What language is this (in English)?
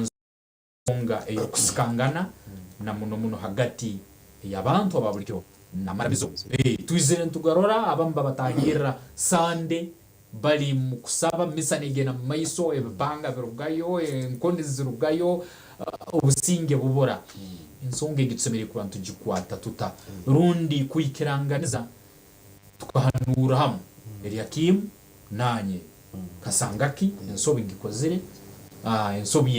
Nyankole